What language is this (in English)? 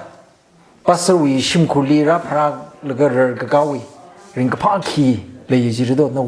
Tangkhul Naga (India)